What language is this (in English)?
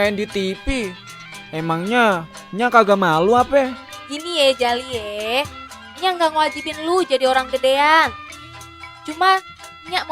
Betawi